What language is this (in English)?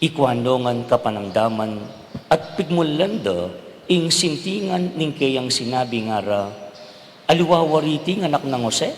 Pampanga